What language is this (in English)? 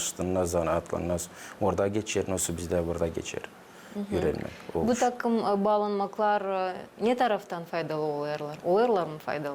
Gagauz